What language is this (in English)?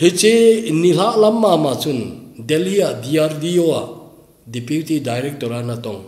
Thado Chin